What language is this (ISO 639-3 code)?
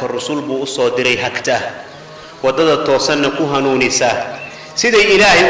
som